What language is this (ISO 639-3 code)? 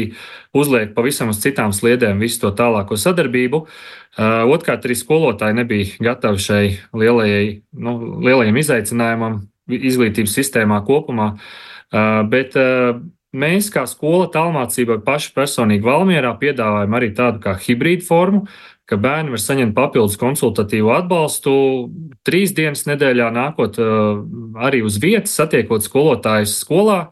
lav